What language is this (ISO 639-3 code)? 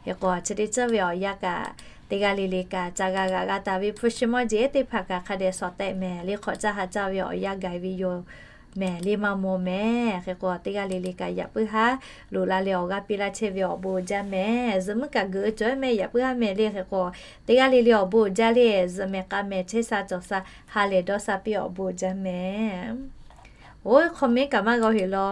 lhu